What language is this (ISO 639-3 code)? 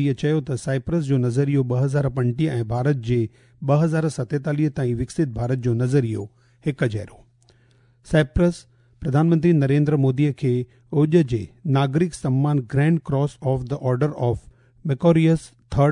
snd